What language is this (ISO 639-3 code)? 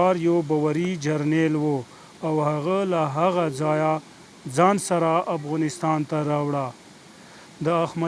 pus